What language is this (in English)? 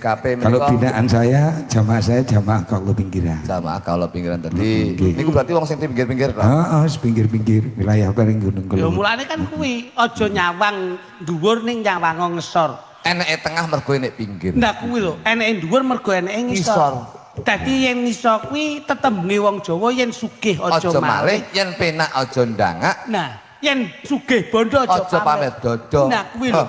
Javanese